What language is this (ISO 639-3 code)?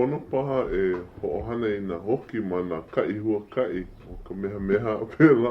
haw